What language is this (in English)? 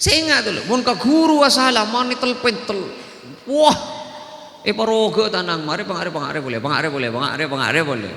Madurese